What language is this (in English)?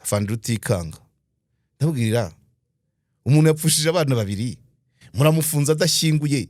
Kinyarwanda